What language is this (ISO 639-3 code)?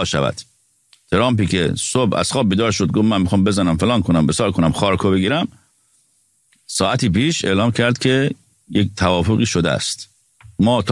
fas